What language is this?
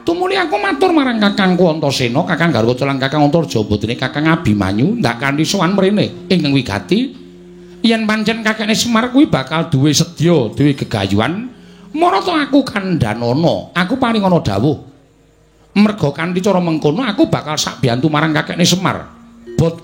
Javanese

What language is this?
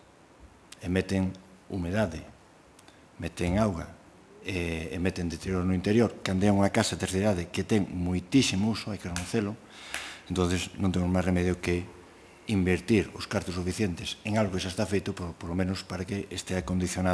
Galician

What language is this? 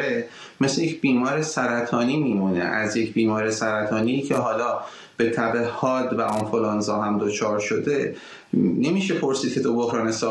Persian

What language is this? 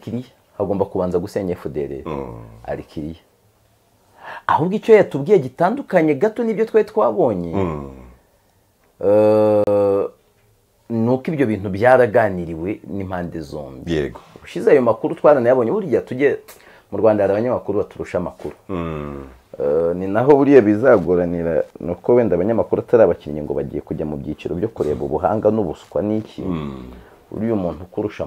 Kinyarwanda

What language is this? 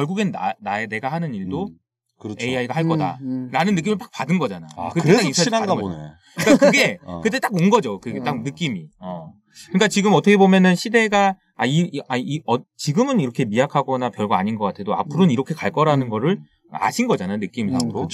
Korean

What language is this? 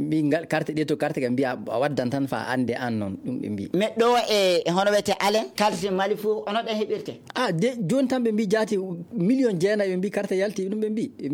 Maasina Fulfulde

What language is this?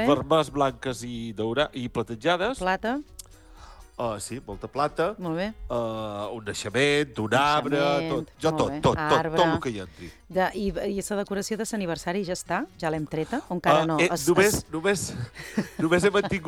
Catalan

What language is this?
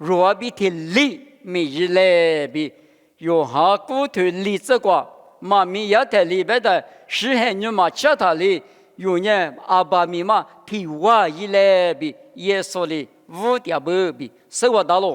Lisu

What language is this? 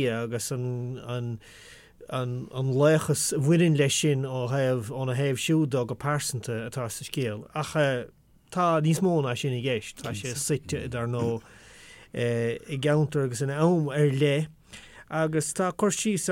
Irish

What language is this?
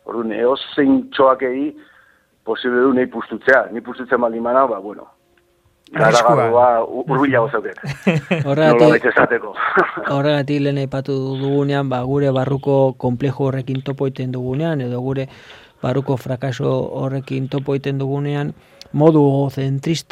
Basque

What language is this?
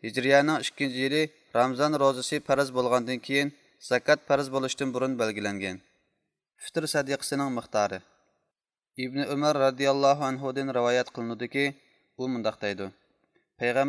Uyghur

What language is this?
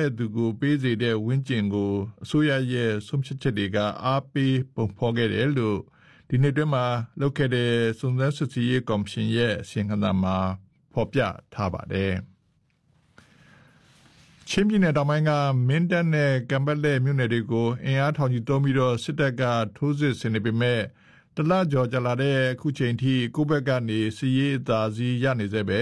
Burmese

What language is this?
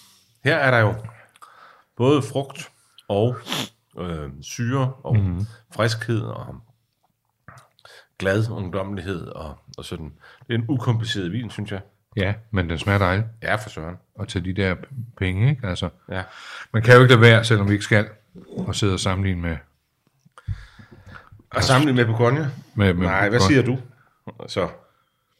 Danish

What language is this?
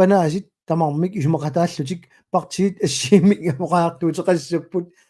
Kalaallisut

